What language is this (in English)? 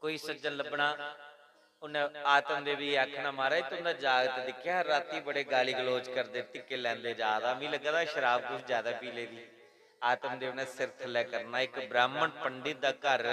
Dogri